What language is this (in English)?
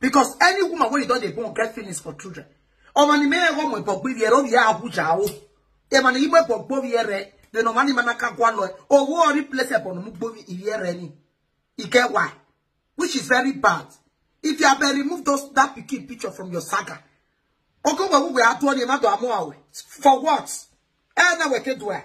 Nigerian Pidgin